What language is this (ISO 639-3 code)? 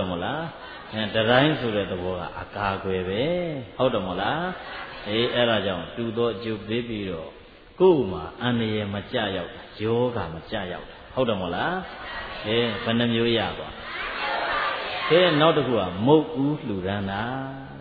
mya